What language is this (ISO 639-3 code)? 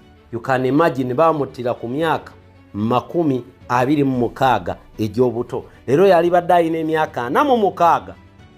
lug